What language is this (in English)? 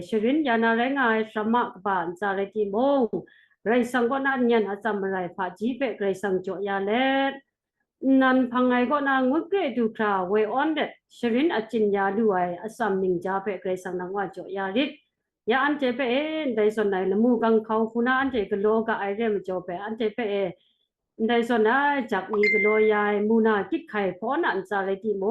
Kachin